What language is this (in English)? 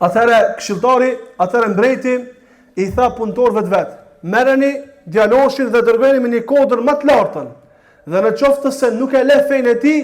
Albanian